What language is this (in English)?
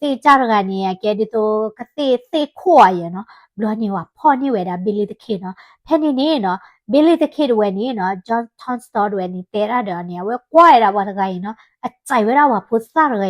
S'gaw Karen